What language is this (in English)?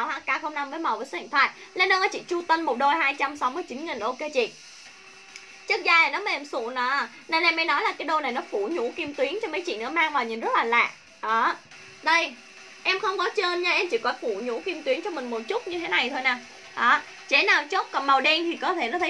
Vietnamese